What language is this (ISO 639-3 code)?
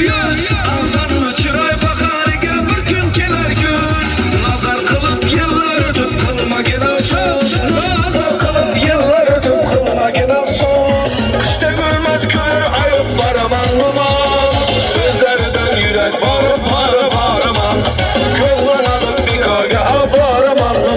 tuk